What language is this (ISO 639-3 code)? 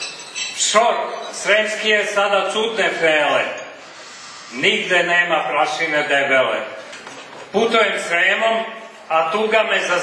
srp